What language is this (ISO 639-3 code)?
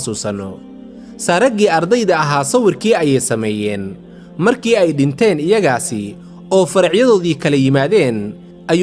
som